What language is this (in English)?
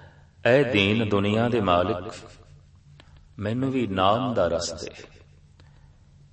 Punjabi